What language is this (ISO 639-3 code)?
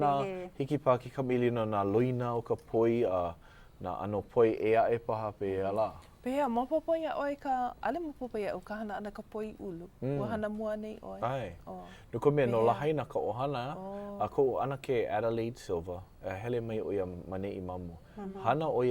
haw